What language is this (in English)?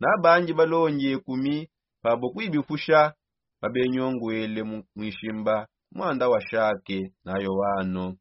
Songe